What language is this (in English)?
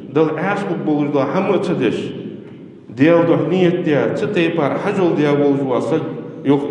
Ingush